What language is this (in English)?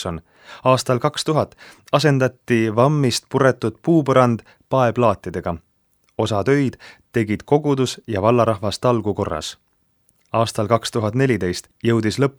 Estonian